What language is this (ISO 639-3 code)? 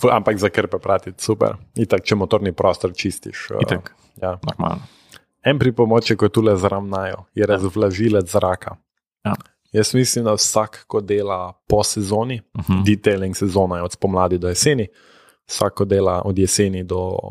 slv